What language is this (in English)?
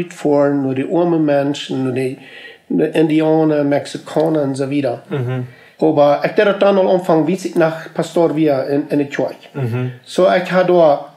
Plautdietsch